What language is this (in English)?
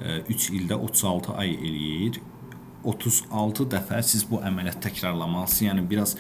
Azerbaijani